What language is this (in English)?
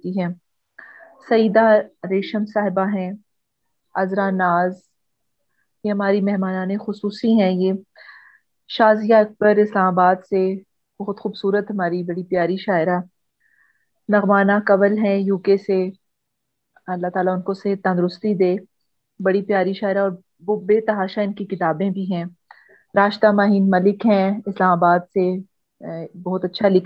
Urdu